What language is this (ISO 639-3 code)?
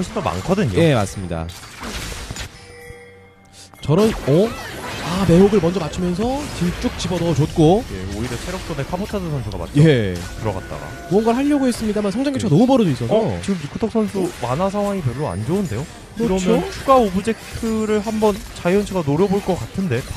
kor